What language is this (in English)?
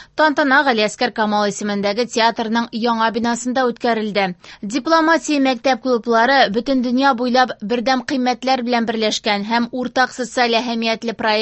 Tatar